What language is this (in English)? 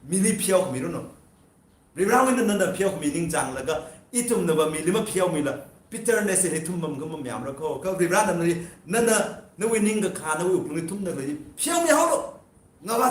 Tangkhul Naga (India)